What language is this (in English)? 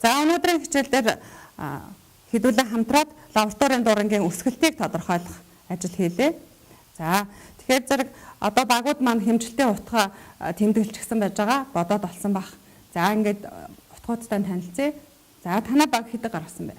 Mongolian